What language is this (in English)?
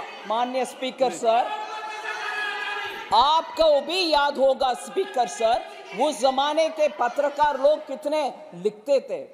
Hindi